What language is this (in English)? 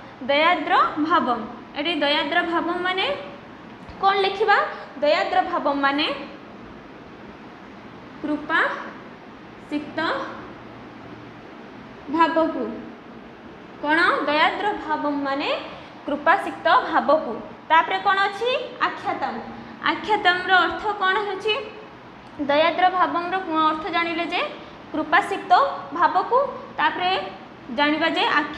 Odia